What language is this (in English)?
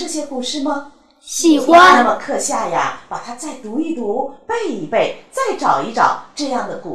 Chinese